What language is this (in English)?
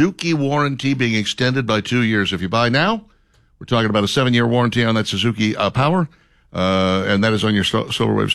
English